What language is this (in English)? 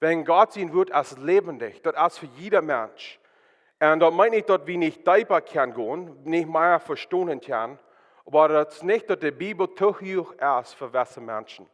Plautdietsch